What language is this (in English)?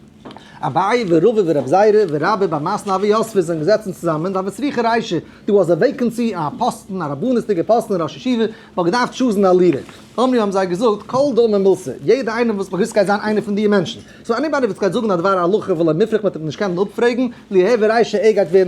Yiddish